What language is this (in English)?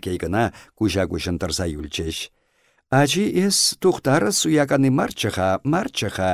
Chuvash